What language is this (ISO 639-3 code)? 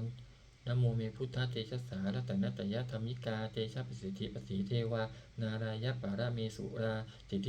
pli